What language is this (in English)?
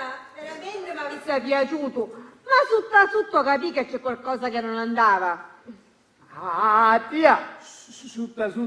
Sicilian